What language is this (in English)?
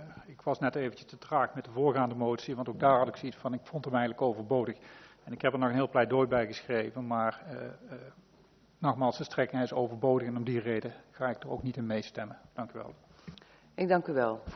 Dutch